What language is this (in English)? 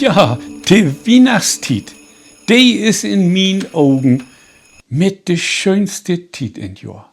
Low German